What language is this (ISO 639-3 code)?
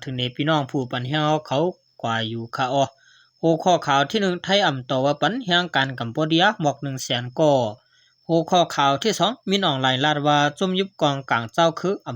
shn